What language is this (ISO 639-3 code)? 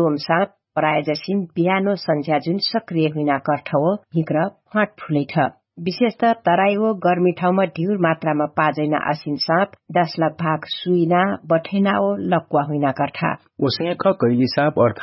thl